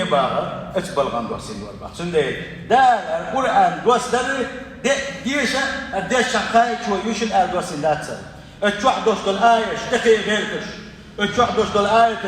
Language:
Chechen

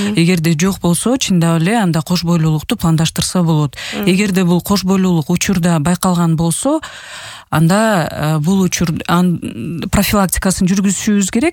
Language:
Kyrgyz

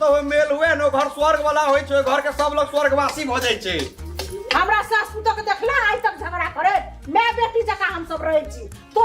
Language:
Maithili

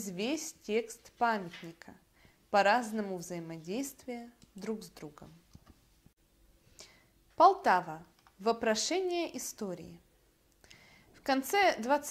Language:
Russian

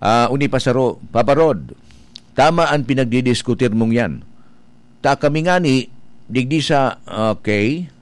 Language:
Bikol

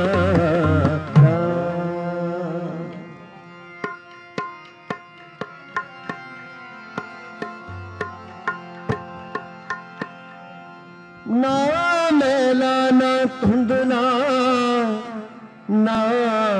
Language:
Punjabi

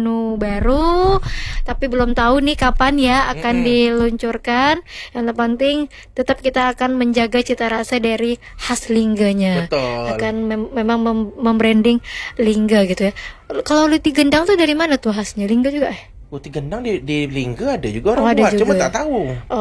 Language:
Malay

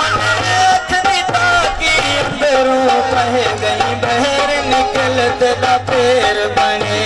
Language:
Saraiki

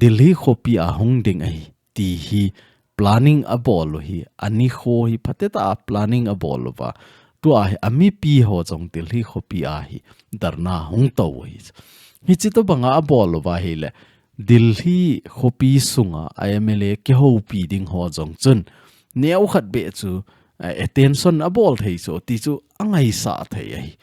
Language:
Thado Chin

